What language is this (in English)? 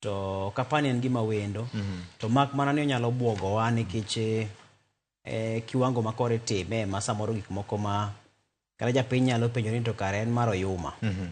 Luo (Kenya and Tanzania)